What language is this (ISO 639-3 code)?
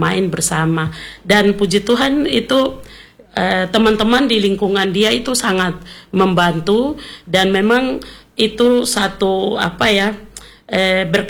ind